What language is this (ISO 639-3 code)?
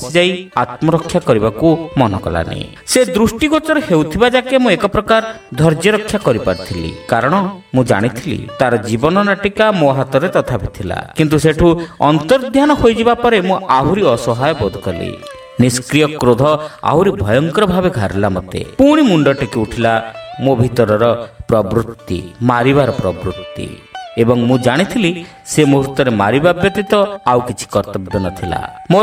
ori